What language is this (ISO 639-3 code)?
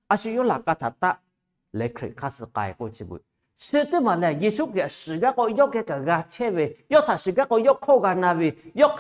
lhu